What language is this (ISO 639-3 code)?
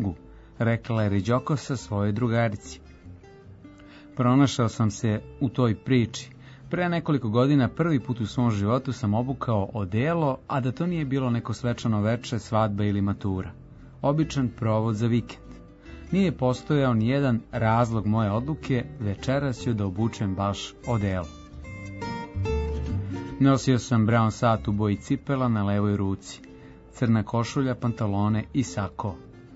srp